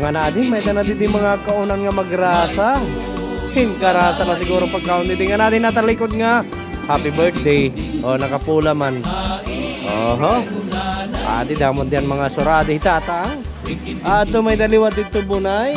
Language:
Waray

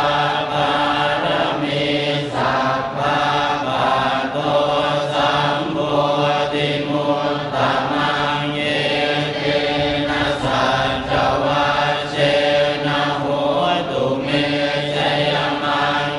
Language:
Pali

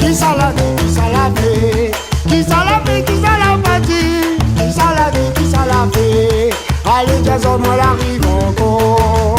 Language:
Réunion Creole French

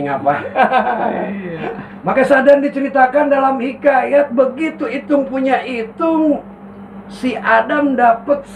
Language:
Betawi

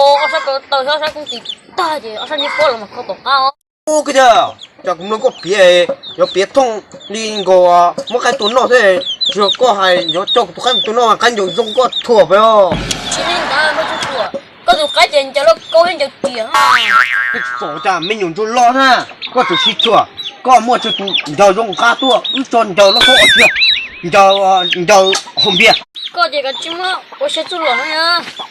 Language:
Hmong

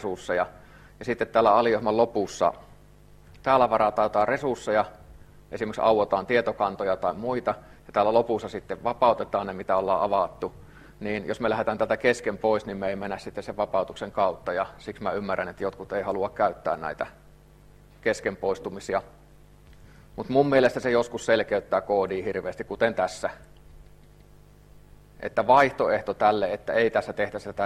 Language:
Finnish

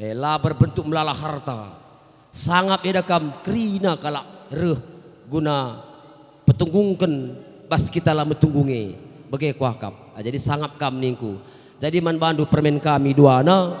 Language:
Batak Karo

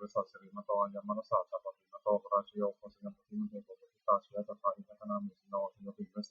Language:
Pali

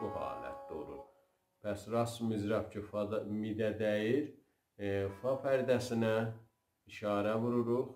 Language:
South Azerbaijani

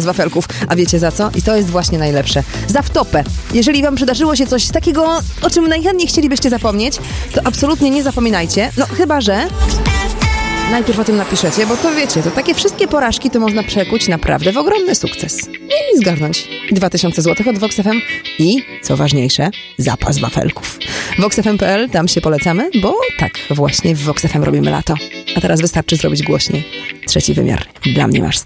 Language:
Polish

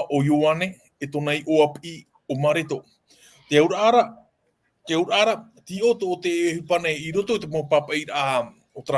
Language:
Tahitian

